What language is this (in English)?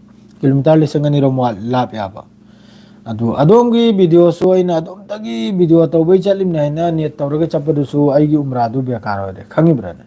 Manipuri